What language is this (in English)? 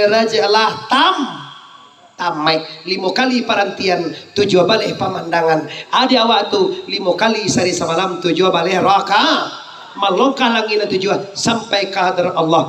Minangkabau